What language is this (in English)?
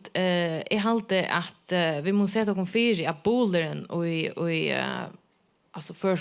Faroese